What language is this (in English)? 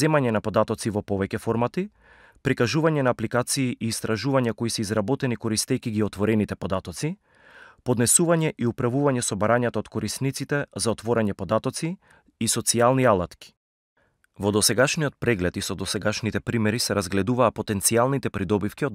Macedonian